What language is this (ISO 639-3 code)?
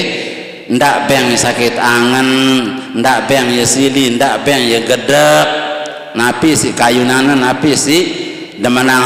sas